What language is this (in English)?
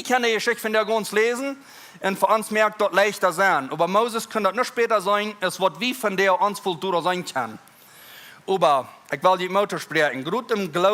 Plautdietsch